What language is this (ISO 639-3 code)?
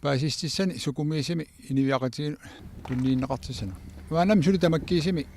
kal